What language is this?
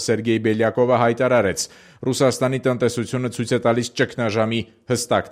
Armenian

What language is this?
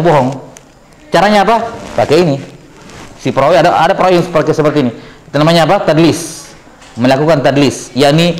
Indonesian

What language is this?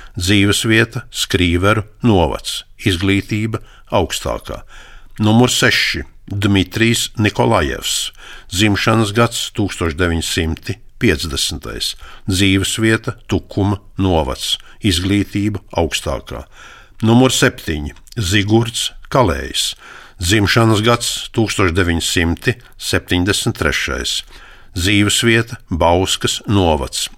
Latvian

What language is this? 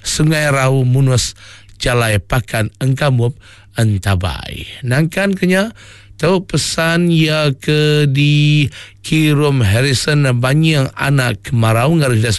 Iban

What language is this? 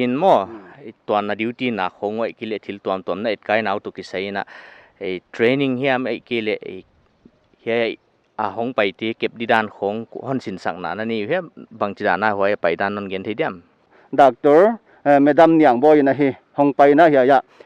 Paite Chin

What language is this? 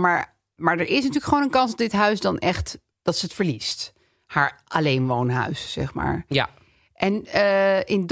Dutch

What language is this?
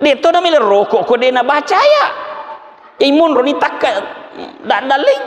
Buginese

